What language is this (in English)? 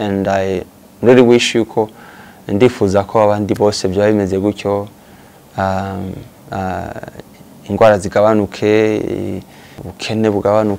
Rundi